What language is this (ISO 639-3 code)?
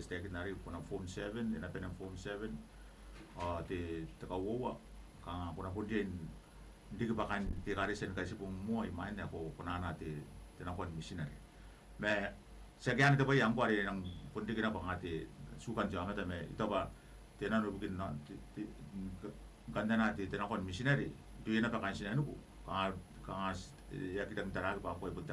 gil